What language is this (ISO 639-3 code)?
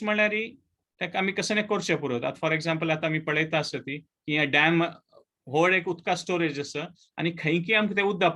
kok